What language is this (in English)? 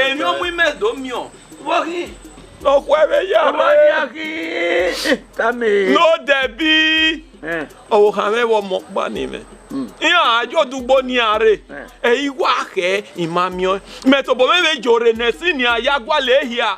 Bini